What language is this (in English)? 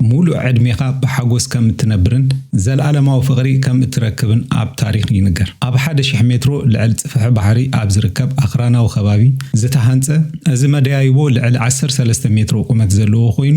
Tigrinya